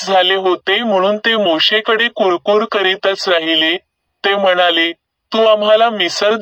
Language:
Marathi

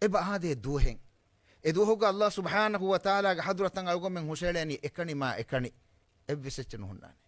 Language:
Divehi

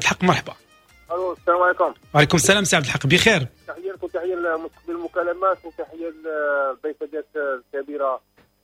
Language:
Moroccan Arabic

